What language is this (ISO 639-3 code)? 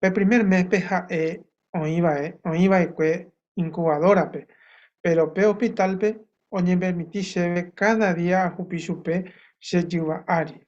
grn